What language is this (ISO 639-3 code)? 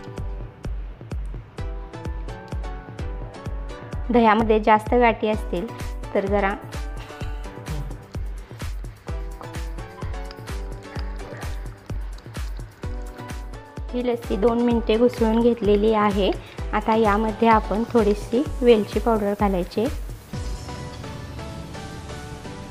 mar